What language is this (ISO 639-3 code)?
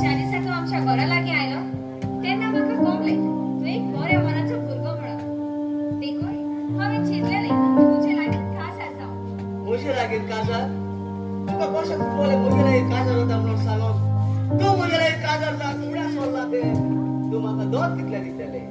kok